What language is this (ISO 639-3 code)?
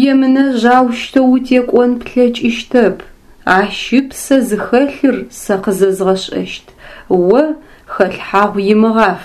ady